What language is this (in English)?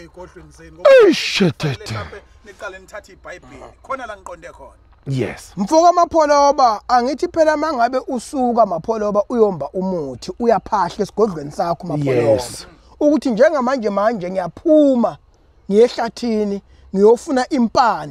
Zulu